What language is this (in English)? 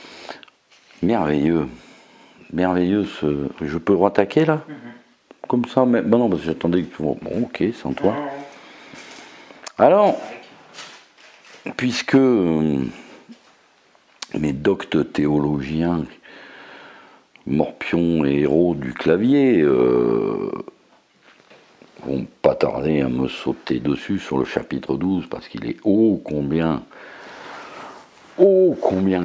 French